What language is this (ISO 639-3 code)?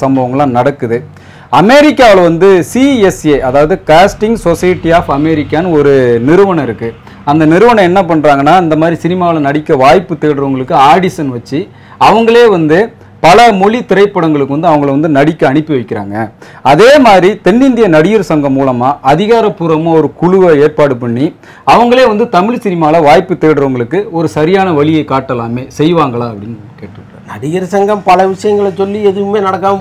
tam